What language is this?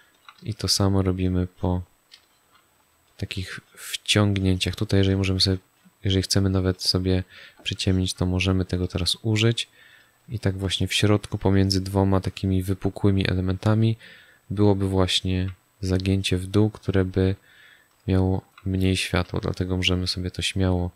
Polish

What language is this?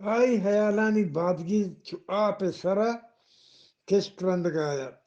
Eastern Balochi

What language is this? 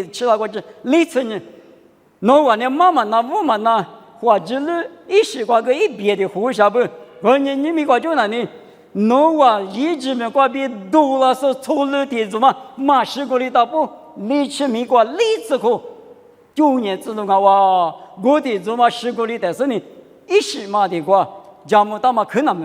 Lisu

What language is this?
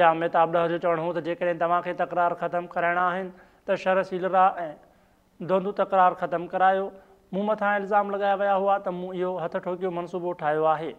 Sindhi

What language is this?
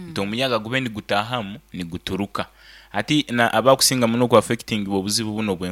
Nyankole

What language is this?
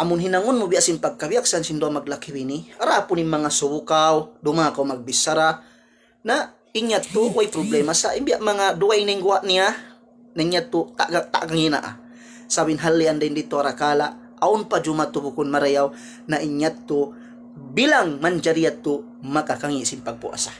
Tausug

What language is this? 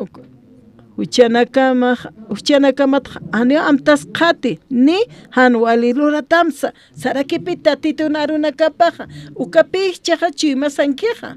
Aymara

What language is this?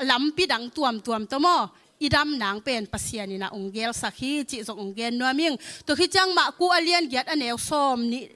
Tedim Chin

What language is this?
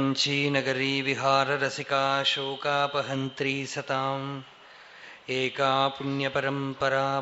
Sanskrit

